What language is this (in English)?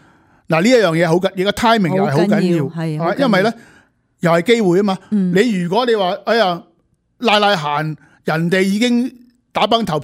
Cantonese